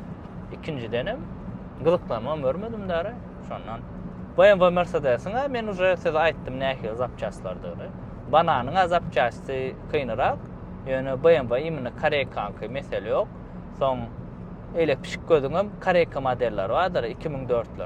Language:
Turkmen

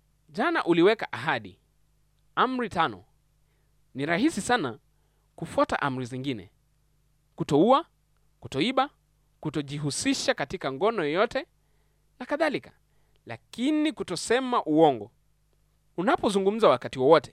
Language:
Swahili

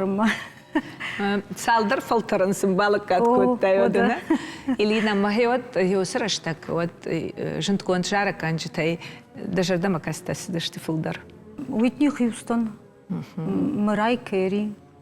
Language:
Ossetic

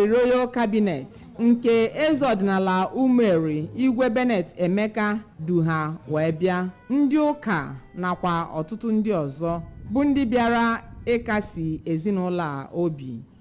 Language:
Igbo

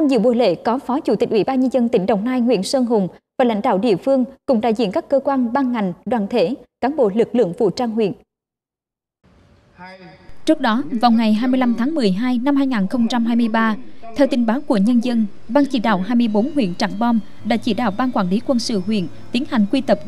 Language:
Vietnamese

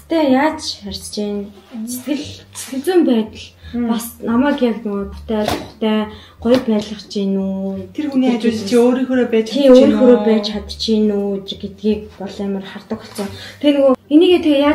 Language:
Mongolian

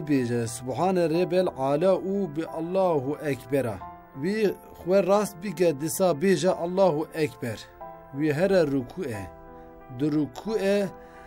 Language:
Kurdish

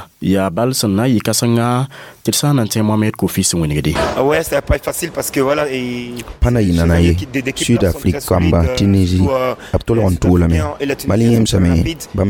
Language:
Mossi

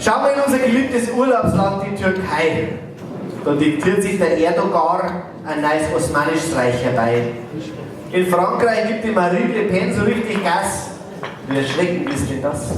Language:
Bavarian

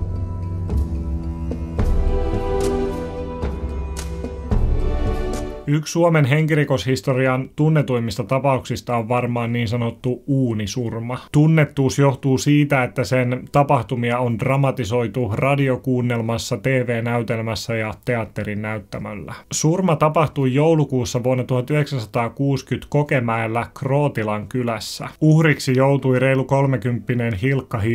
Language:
Finnish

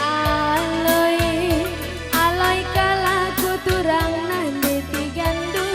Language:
Batak Karo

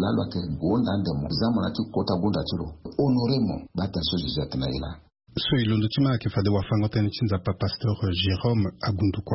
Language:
Sango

